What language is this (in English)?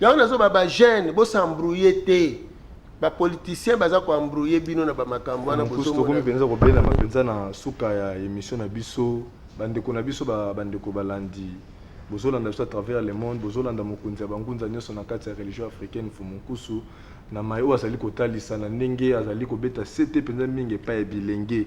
Lingala